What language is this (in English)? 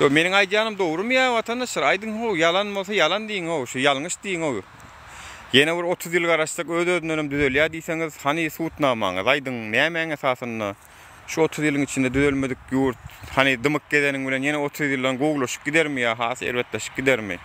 Turkmen